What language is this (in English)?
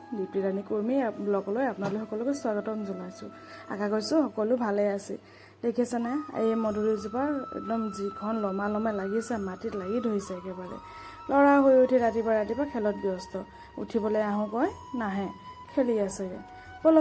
Assamese